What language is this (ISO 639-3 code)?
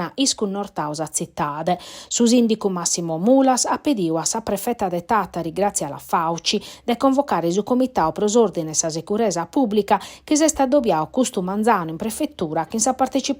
srd